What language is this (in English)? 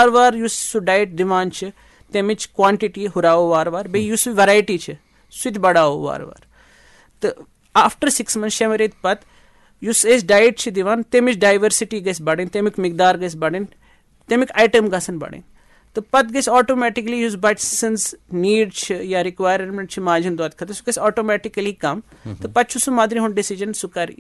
Kashmiri